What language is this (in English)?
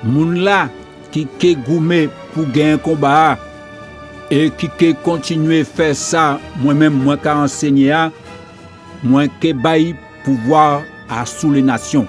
Guadeloupean Creole French